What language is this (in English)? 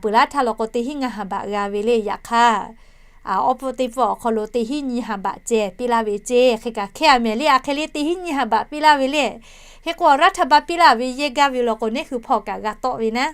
Lahu